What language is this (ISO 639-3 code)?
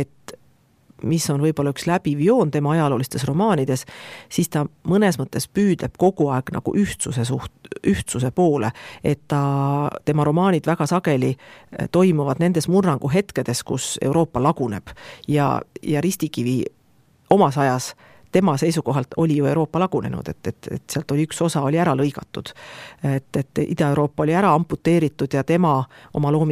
est